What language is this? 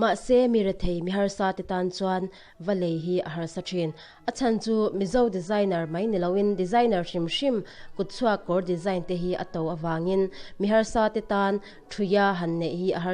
Mizo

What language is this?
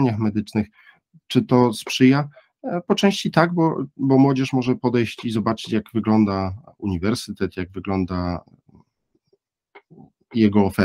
Polish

